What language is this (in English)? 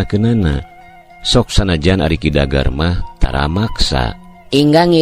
Sundanese